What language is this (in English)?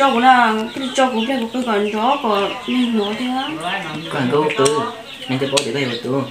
Hmong